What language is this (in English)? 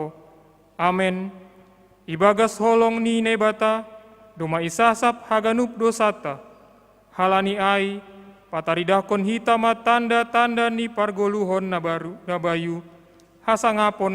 Batak Simalungun